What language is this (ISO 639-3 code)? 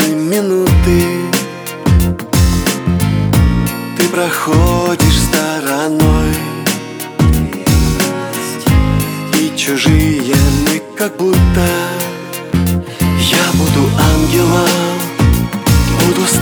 rus